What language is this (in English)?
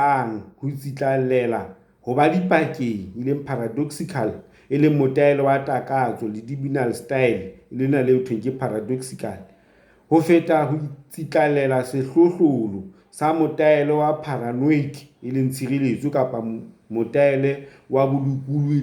Southern Sotho